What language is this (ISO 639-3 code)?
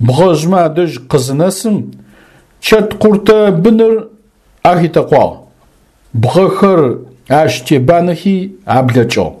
ady